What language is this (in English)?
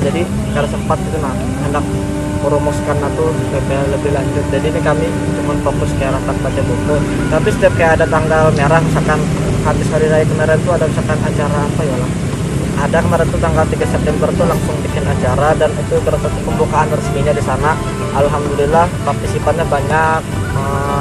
Banjar